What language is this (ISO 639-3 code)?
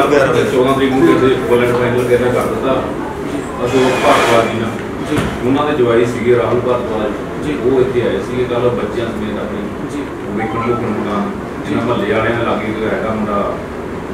pan